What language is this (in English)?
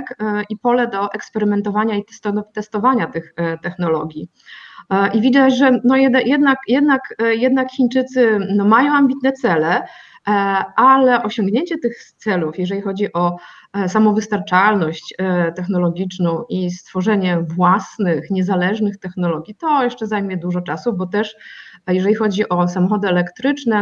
Polish